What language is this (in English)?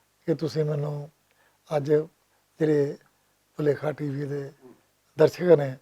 Western Panjabi